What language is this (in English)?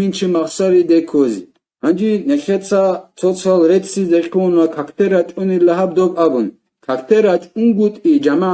Avaric